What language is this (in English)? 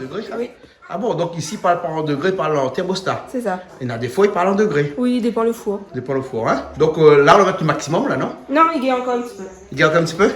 Réunion Creole French